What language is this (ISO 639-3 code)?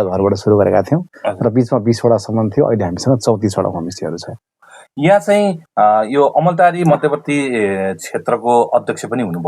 nep